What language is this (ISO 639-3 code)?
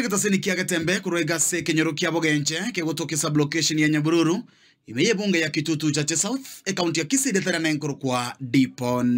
guz